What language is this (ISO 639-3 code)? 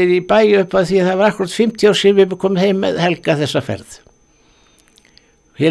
isl